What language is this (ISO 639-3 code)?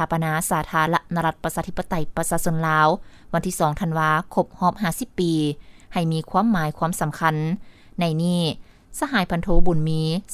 lao